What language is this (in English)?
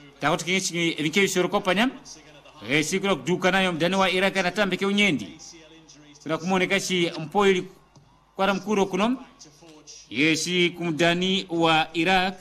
Swahili